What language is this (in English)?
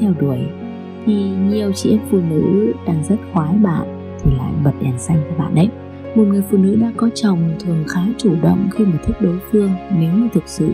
Vietnamese